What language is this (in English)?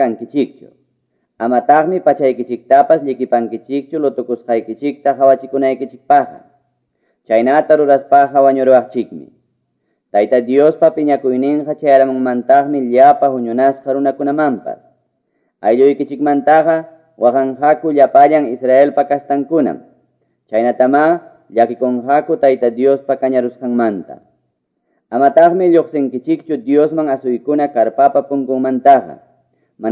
Quechua